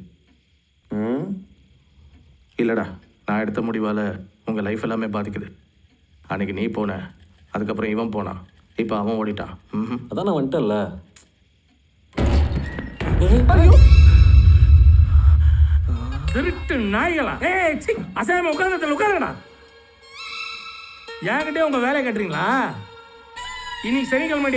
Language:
Tamil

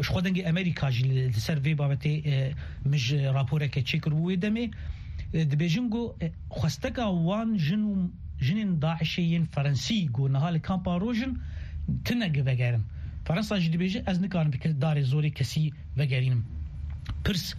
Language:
Kurdish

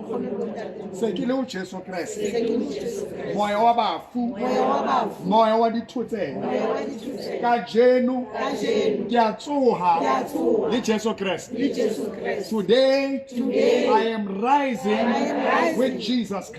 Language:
Southern Sotho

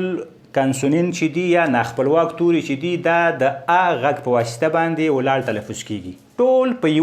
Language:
Pashto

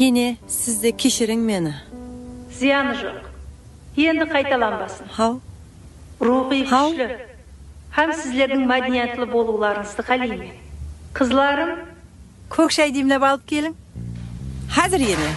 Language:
Kara-Kalpak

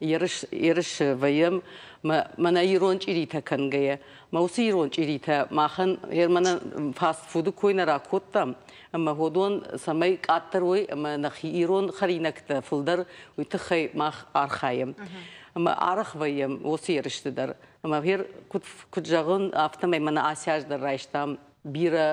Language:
Ossetic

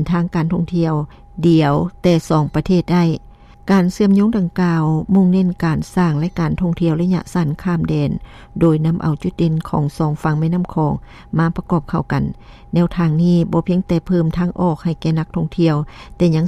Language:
Lao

